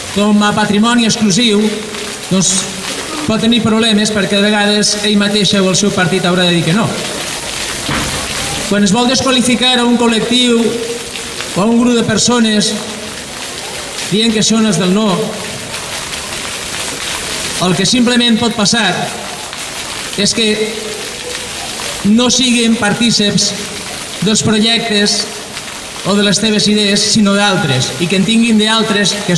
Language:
Catalan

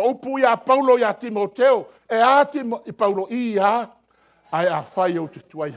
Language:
Samoan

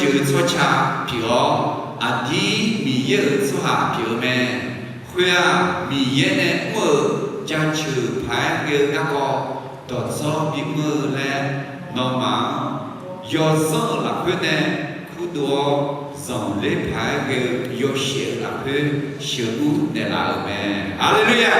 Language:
Akha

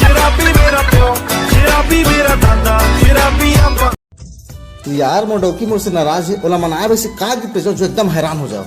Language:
Chhattisgarhi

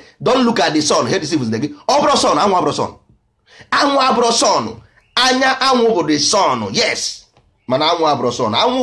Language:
Igbo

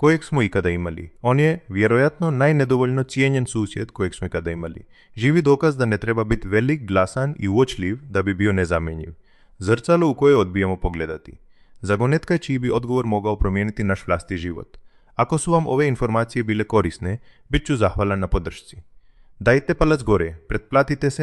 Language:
Croatian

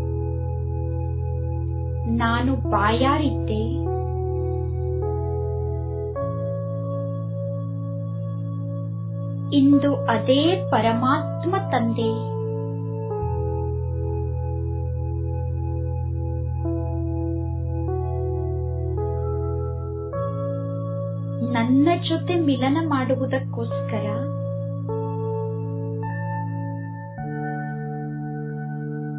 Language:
Kannada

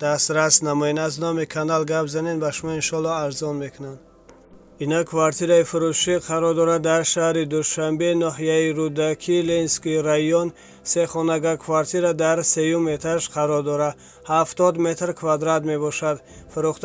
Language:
Tajik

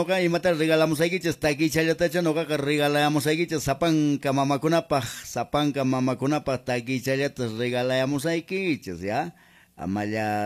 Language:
Quechua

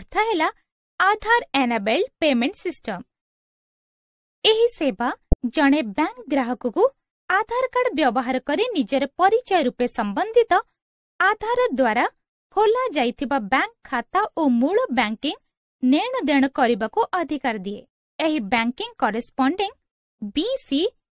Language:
Odia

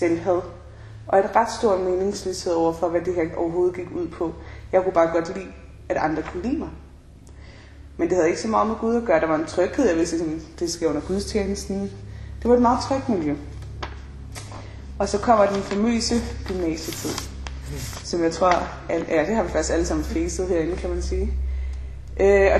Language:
Danish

